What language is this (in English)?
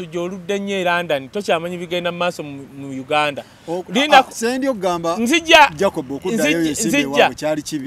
Ganda